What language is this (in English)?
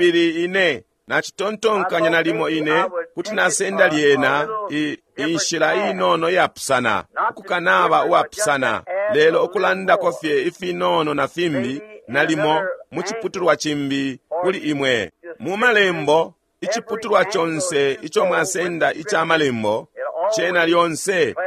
Bemba